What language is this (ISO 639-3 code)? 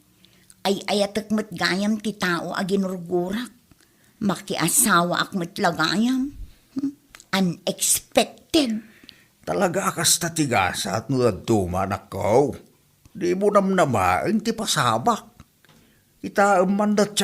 ilo